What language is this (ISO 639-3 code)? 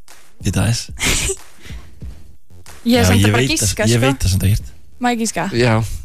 isl